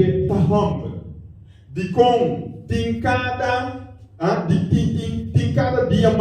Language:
Papiamento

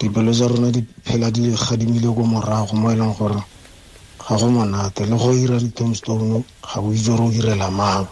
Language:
Tswana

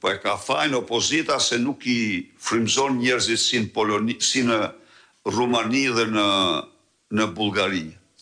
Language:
Albanian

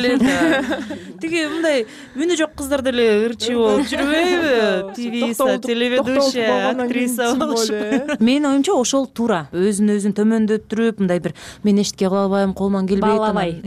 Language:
Kyrgyz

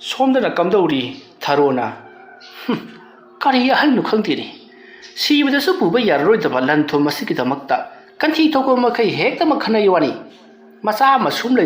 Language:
Manipuri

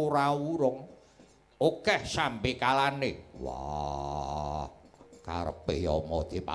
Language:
Javanese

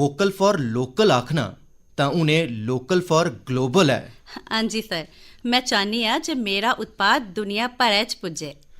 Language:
Dogri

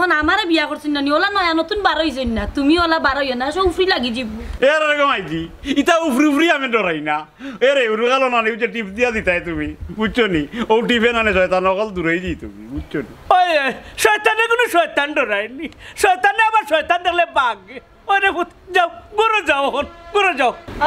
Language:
Sylheti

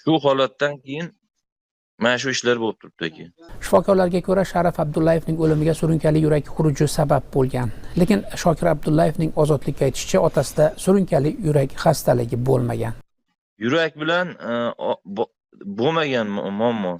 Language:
Uzbek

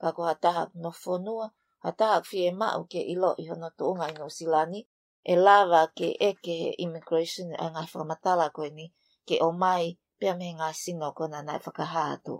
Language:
Tongan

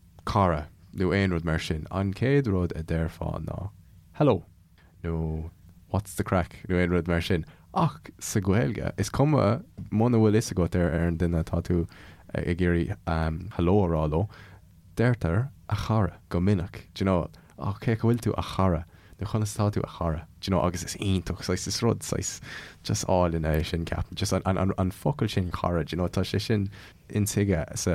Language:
Irish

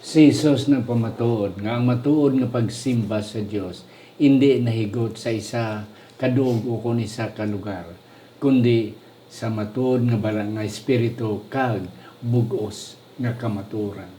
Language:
Hiligaynon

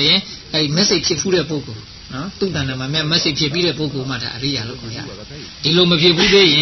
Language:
Burmese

